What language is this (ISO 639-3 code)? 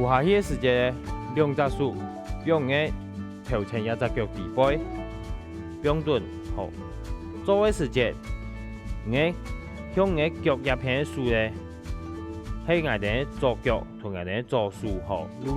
hak